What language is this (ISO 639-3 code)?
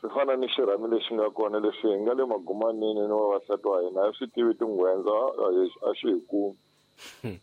tso